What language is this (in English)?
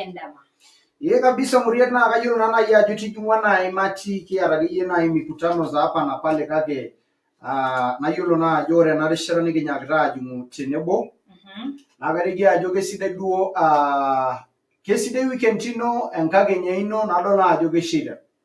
Masai